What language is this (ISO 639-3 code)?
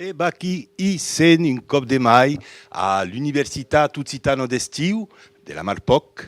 oci